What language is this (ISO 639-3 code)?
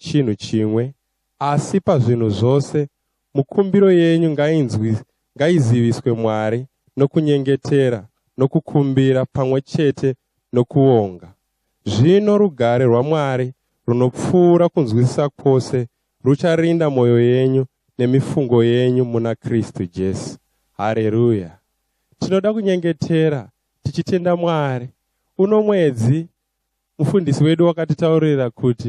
sna